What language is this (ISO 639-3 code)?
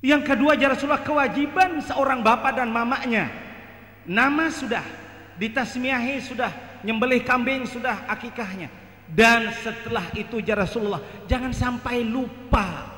bjn